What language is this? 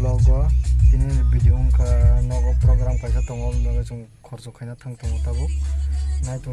Kok Borok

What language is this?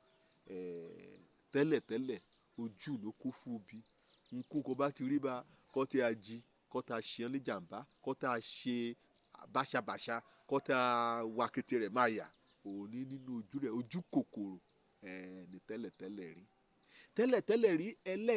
Yoruba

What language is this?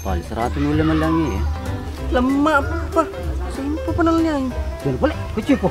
Buginese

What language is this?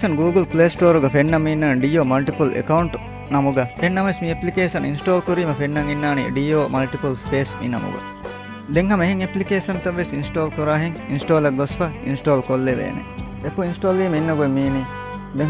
Divehi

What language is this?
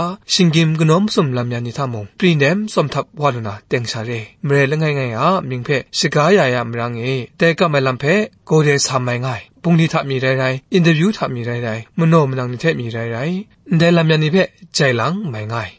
Kachin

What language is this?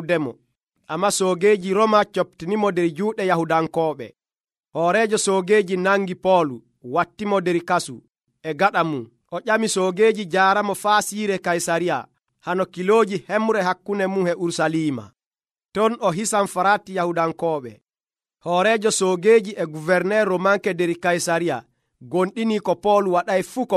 Nigerian Fulfulde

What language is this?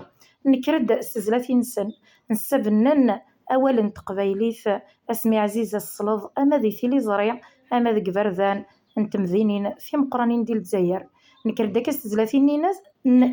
Kabyle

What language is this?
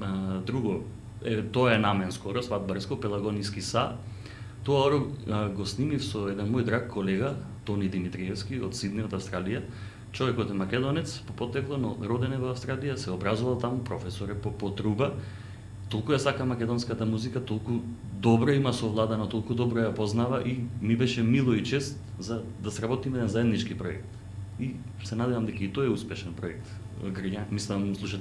Macedonian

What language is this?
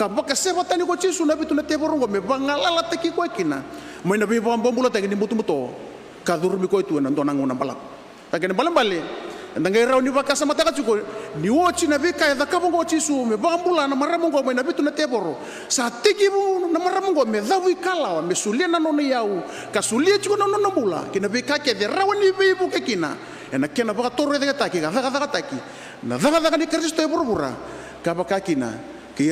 Fijian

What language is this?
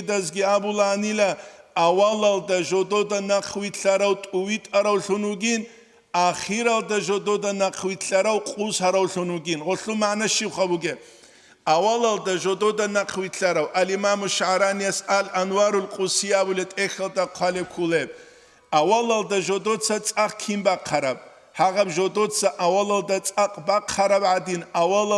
Avaric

